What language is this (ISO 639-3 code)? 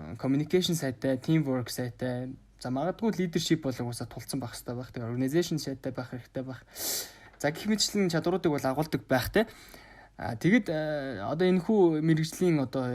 mon